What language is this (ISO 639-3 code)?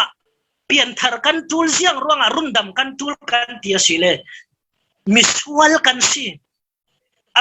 cfm